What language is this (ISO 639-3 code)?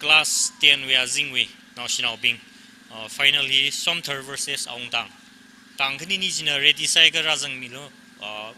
nmf